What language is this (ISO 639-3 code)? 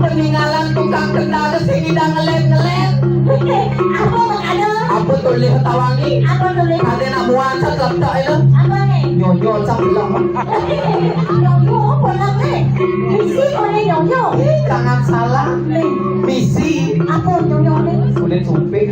ban